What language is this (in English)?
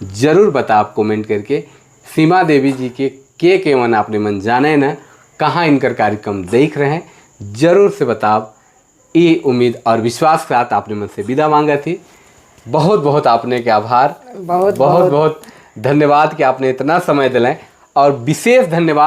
Sadri